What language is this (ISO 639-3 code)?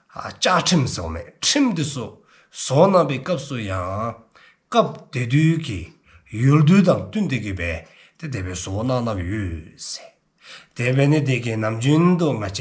dzo